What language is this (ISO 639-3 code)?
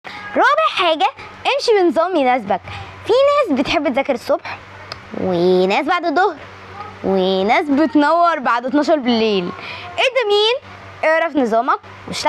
arz